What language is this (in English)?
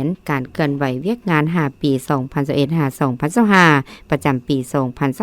Lao